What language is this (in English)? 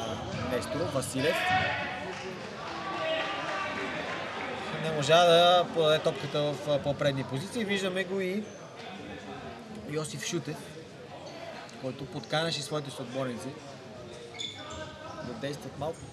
Bulgarian